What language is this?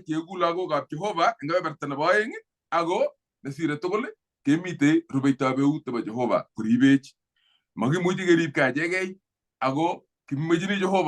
Kalenjin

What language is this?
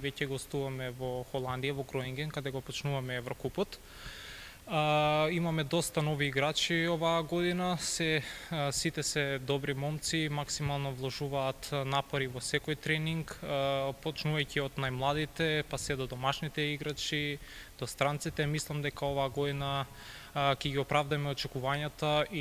Macedonian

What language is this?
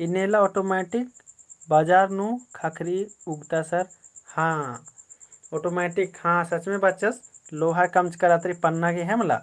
Kurukh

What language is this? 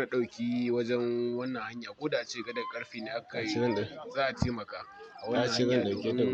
Hausa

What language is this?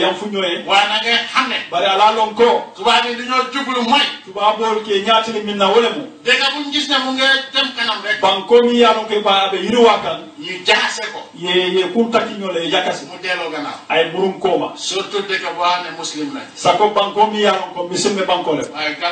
Wolof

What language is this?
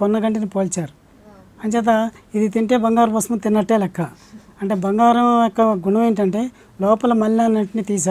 Telugu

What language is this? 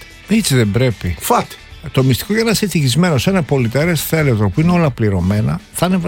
Greek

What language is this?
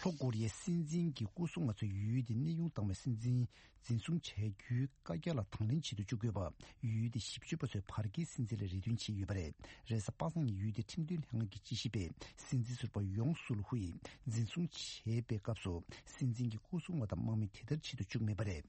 Tibetan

